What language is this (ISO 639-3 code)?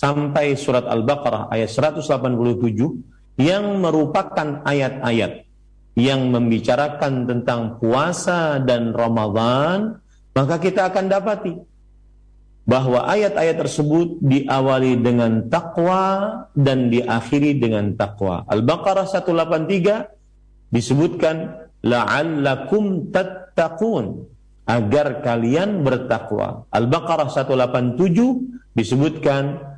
ind